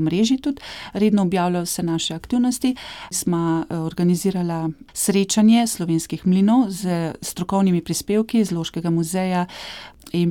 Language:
Slovenian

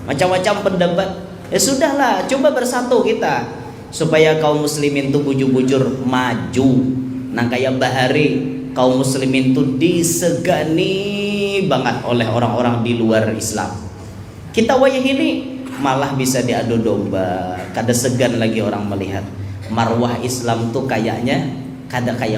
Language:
Banjar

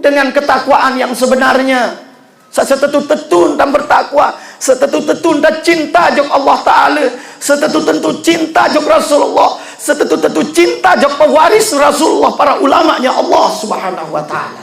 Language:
Sasak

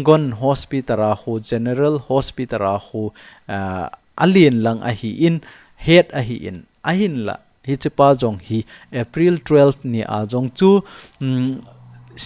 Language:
Thado Chin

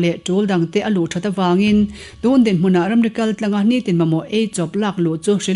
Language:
Mizo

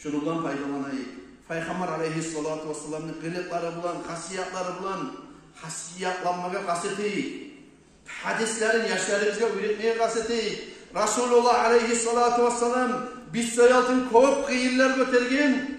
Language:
Kumyk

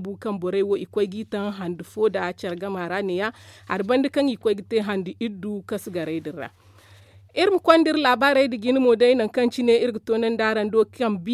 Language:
Zarma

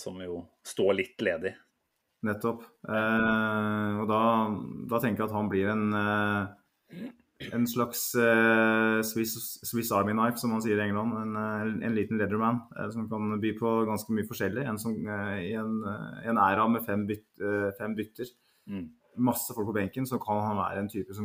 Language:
Norwegian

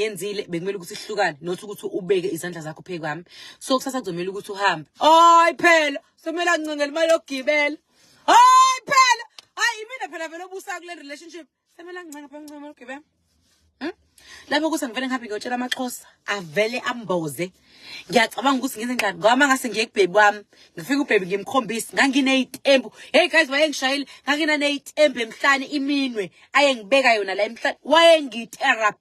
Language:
Zulu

